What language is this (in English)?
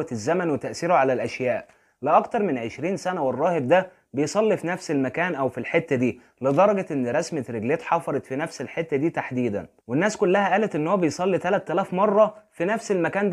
Egyptian Arabic